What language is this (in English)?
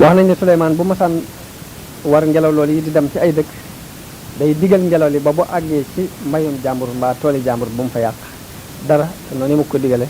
Wolof